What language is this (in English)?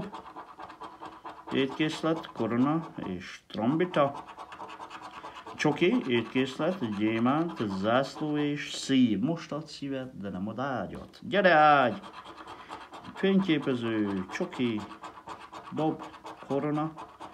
Hungarian